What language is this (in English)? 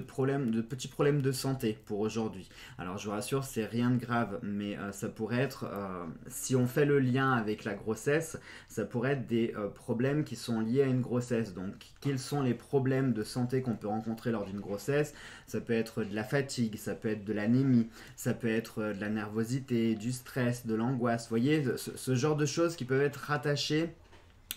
French